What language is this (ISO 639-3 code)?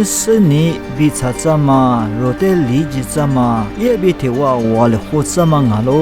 lis